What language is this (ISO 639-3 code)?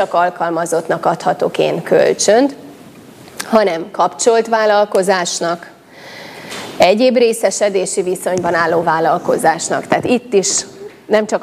hun